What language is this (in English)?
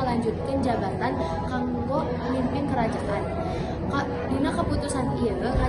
Sundanese